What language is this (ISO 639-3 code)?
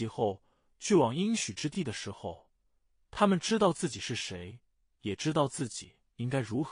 zho